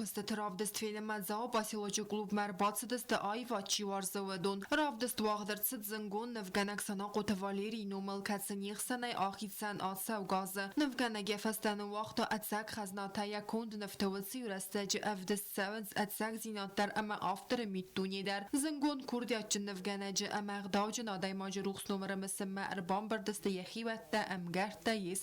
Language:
Ossetic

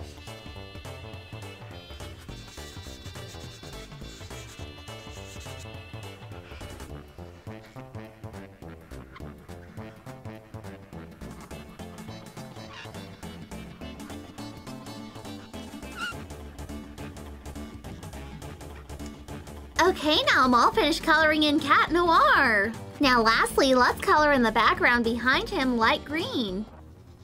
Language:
English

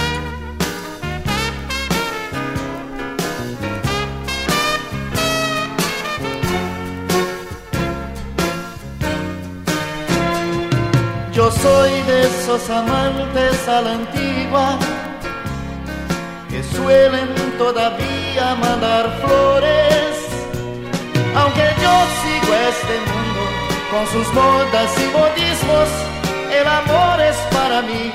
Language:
Spanish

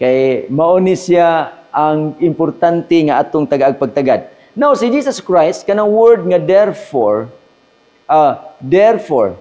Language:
Cebuano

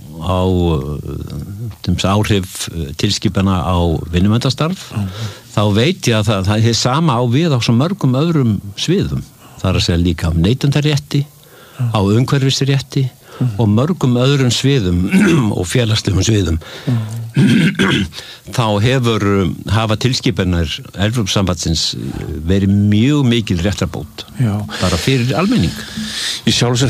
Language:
Icelandic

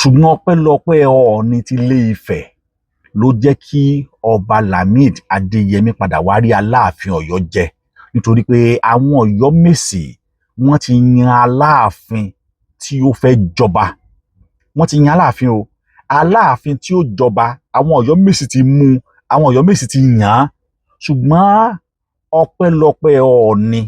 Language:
Yoruba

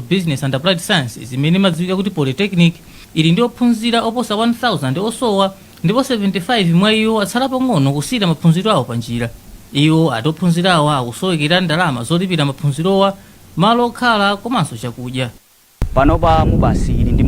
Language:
Nyanja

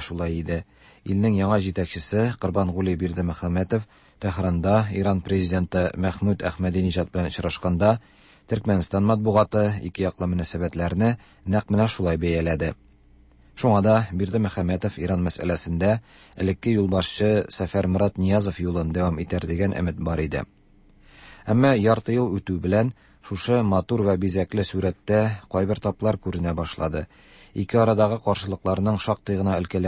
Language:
Tatar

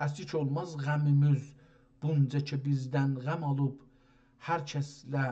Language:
South Azerbaijani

